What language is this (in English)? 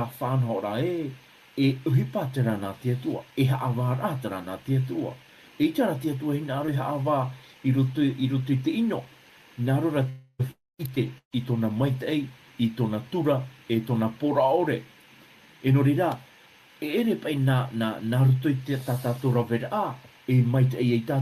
Tahitian